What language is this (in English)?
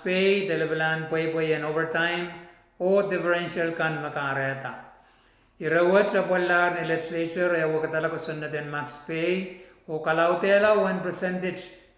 Pohnpeian